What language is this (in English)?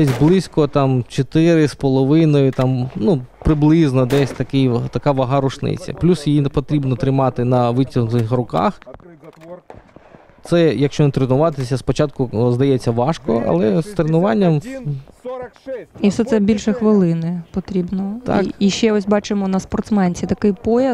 Ukrainian